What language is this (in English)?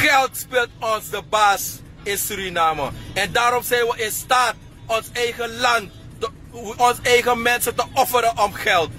Sranan Tongo